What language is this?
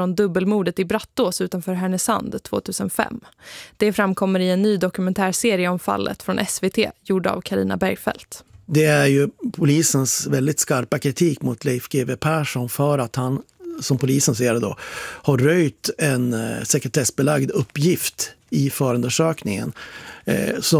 Swedish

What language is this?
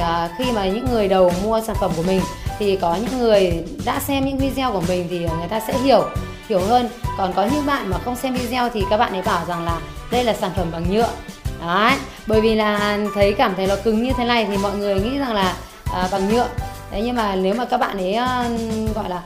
Vietnamese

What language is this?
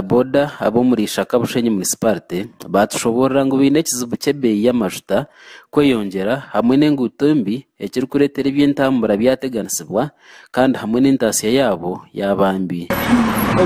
Nyankole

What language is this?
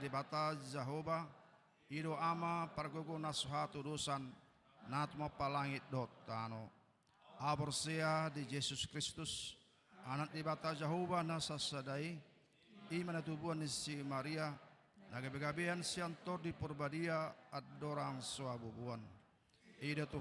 Batak Toba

